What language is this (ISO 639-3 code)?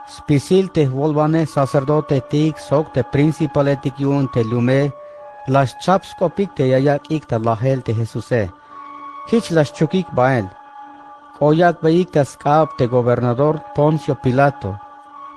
tzh